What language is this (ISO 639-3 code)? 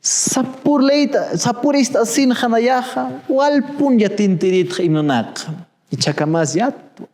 aym